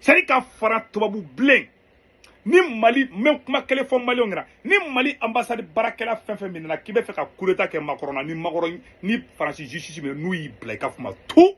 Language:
Bambara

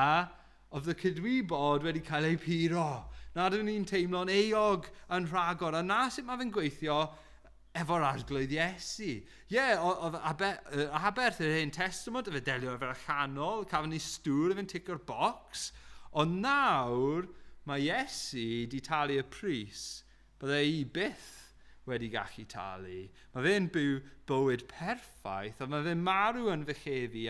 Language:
Welsh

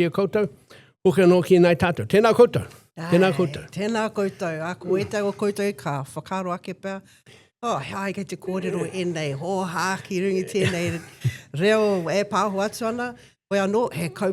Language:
Māori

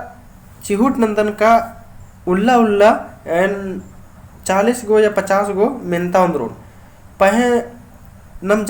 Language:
Kurukh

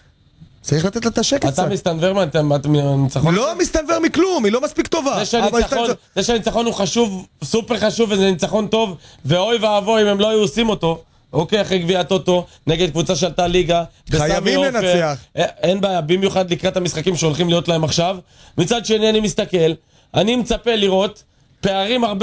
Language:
Hebrew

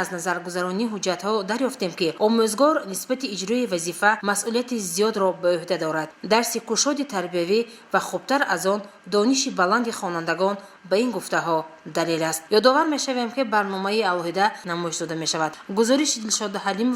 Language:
Tajik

